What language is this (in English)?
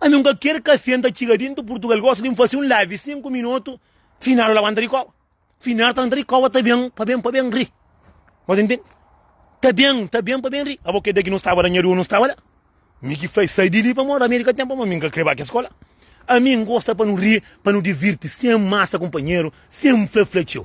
Kabuverdianu